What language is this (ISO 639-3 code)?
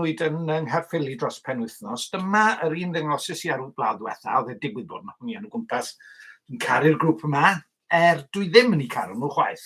cym